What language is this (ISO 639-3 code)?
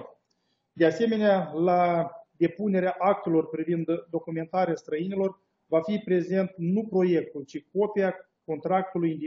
ron